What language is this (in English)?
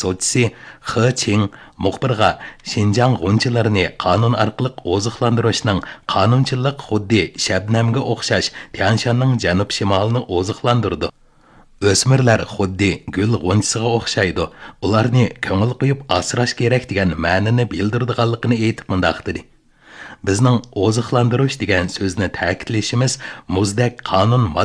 Uyghur